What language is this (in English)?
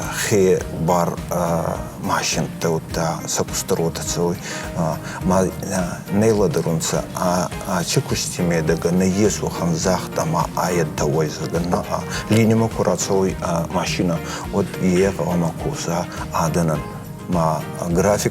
Ossetic